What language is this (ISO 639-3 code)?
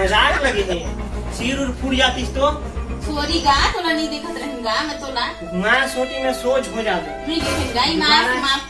hne